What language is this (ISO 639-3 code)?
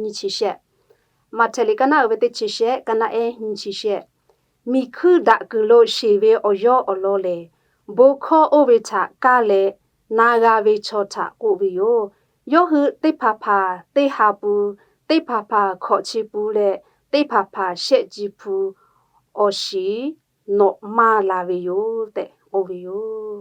lhu